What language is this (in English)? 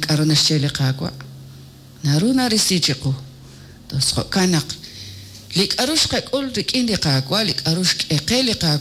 Kekchí